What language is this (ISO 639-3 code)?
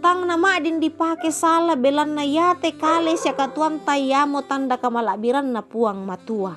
sda